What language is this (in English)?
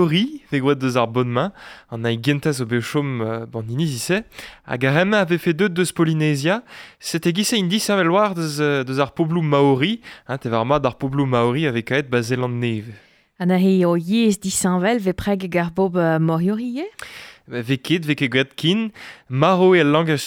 Breton